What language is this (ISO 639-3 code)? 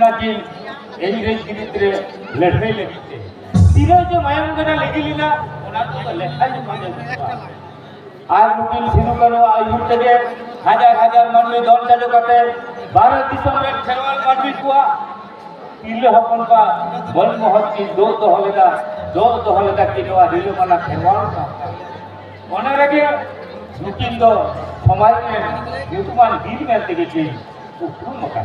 sat